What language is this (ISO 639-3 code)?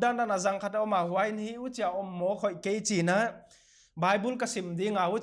pck